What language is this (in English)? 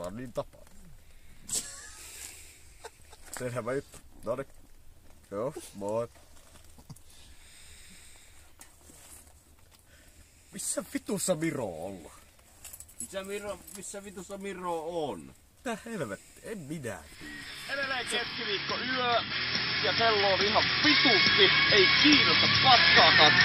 Finnish